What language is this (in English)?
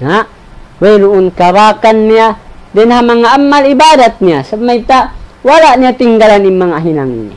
Tausug